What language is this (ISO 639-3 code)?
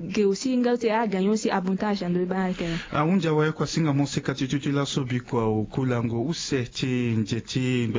sag